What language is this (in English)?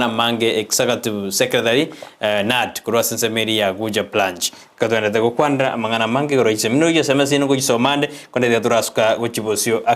Gusii